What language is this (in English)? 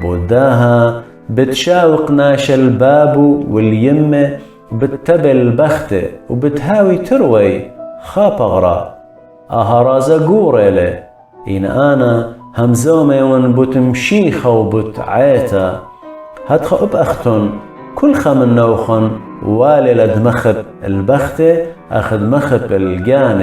Assyrian Neo-Aramaic